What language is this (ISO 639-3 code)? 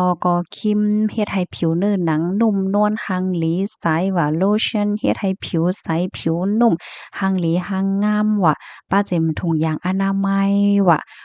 shn